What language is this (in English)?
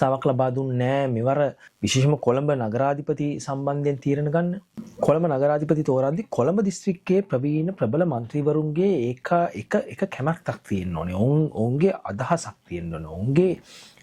Sinhala